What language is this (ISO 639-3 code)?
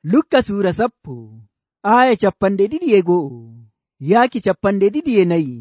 fuv